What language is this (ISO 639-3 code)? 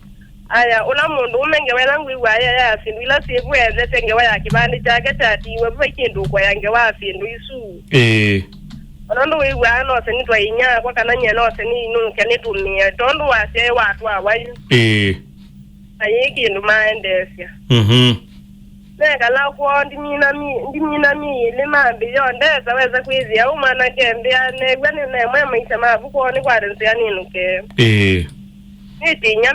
kam